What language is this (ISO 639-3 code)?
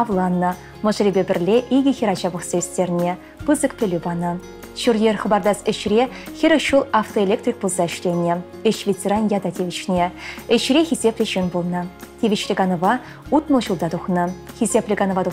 chv